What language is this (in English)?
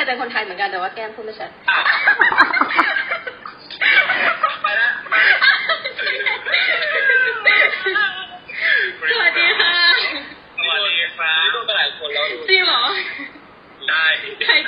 Thai